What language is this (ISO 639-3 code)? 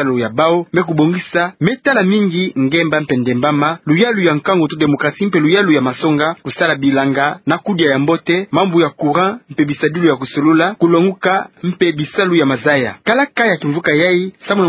ktu